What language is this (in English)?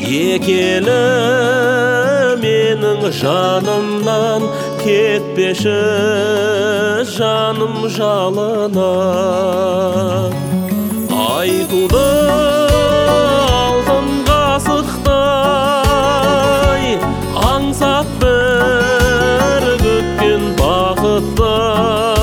Kazakh